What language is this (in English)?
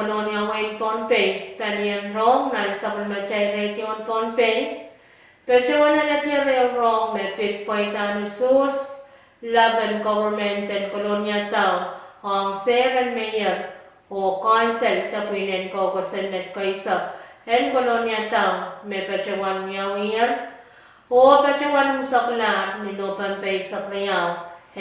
Pohnpeian